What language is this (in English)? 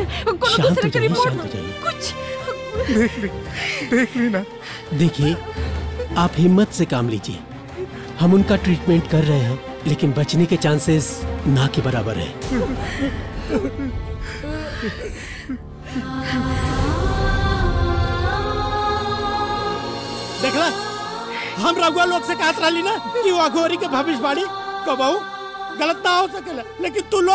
Bhojpuri